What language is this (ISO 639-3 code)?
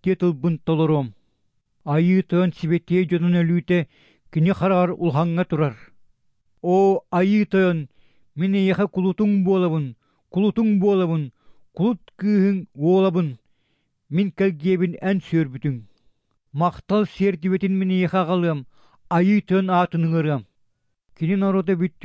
sah